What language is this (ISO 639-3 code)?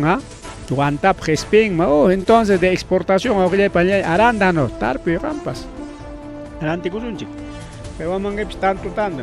quy